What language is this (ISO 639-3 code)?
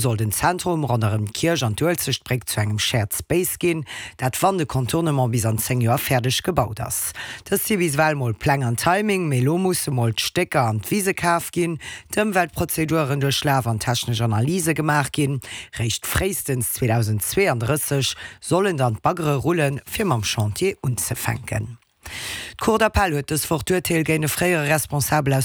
ltz